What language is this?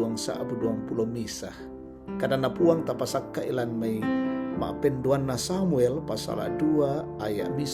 Toraja-Sa'dan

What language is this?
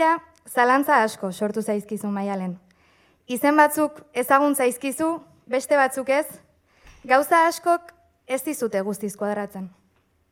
Basque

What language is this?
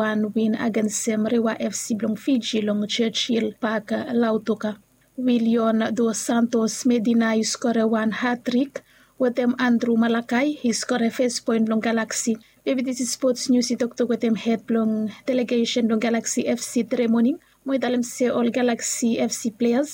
Bislama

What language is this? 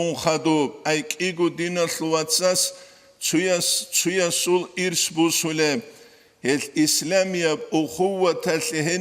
Avaric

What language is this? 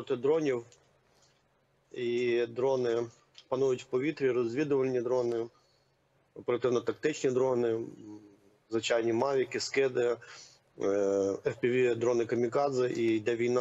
Ukrainian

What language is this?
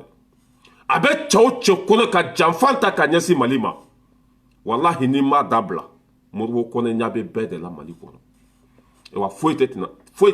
Bambara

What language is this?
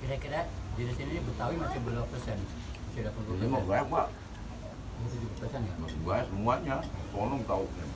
Betawi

